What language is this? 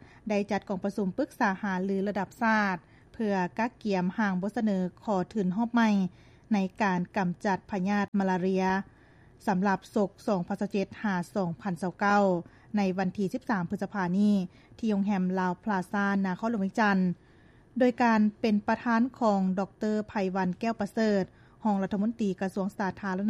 Lao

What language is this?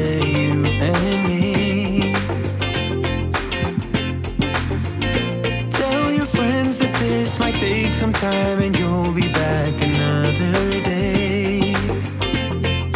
Swedish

